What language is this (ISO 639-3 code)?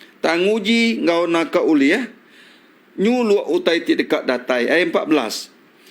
iba